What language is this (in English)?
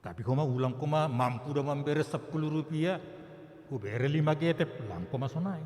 Batak Simalungun